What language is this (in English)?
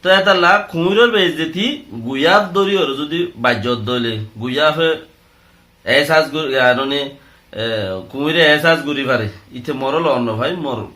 Rohingya